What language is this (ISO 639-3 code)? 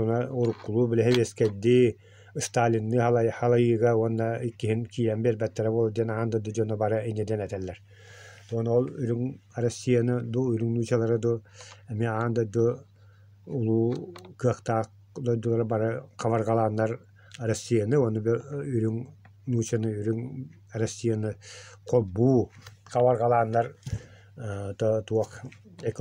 sah